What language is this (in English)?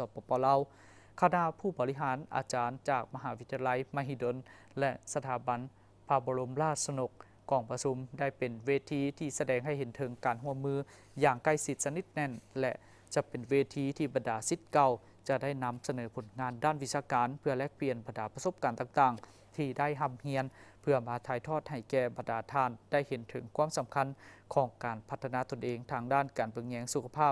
Lao